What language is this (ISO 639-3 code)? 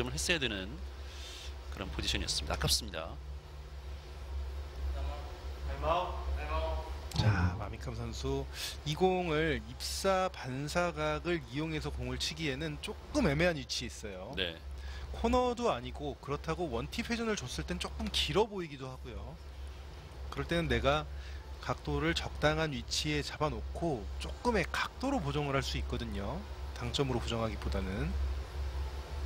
kor